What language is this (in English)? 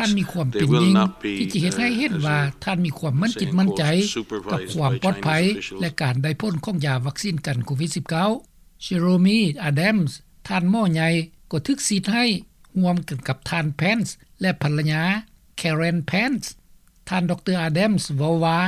Lao